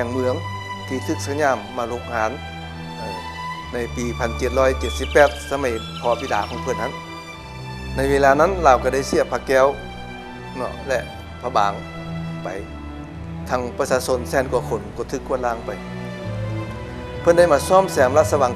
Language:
Lao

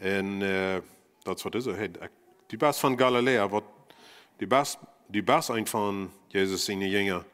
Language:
Plautdietsch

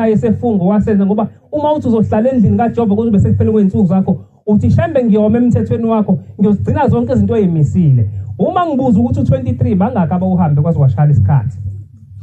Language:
Zulu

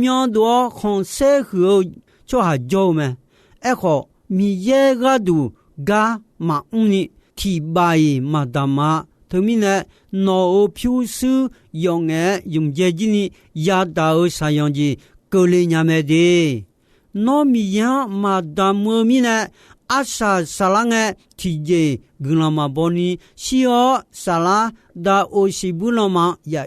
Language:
Akha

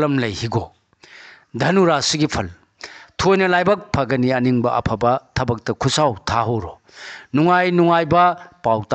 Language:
Manipuri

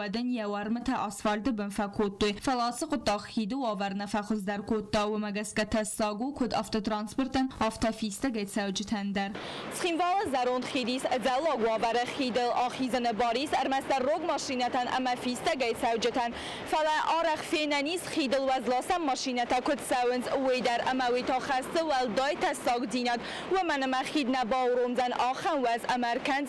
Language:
Ossetic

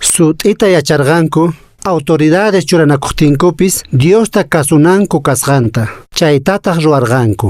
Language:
Quechua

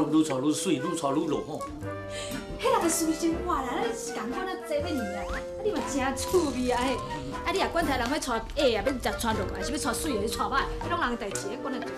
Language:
Min Nan Chinese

